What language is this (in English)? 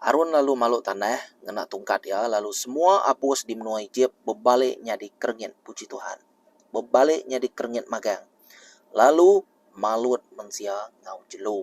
Iban